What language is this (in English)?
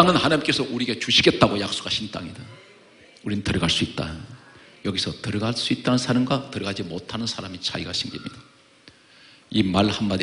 Korean